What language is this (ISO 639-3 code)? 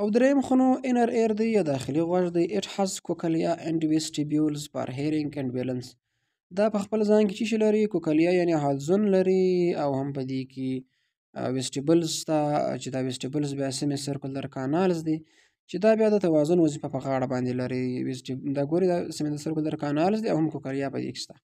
pus